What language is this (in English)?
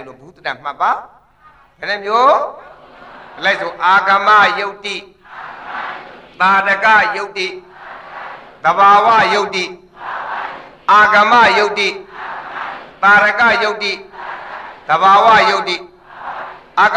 Burmese